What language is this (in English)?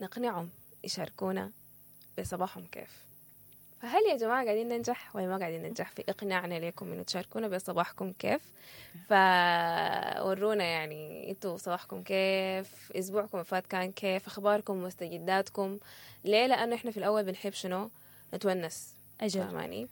Sudanese Arabic